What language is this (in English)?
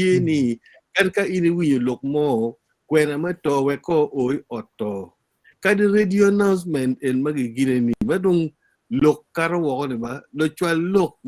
Acoli